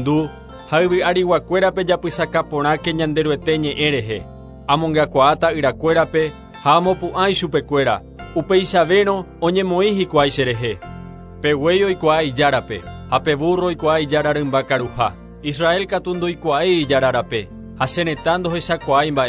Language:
Guarani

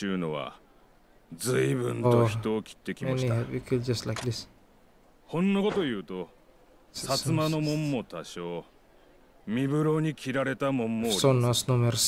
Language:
Japanese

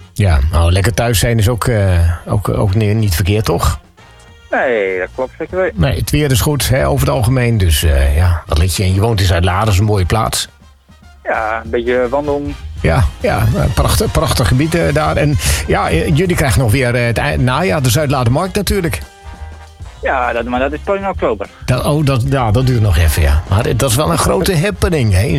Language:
Dutch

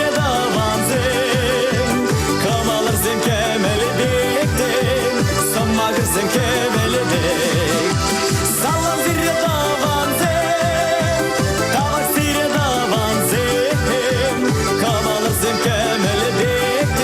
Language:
Chuvash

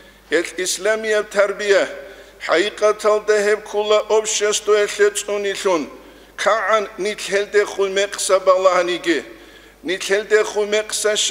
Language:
Avaric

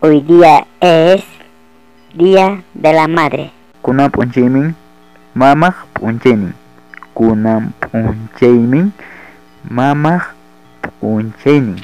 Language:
Ayacucho Quechua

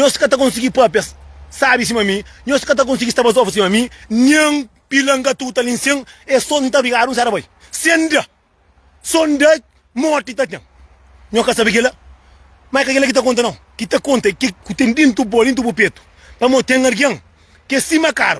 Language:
Kabuverdianu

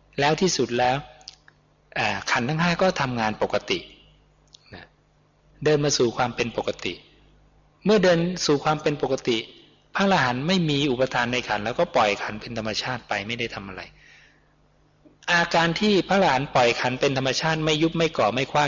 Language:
Thai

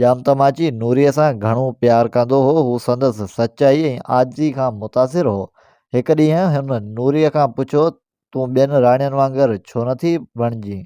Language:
Sindhi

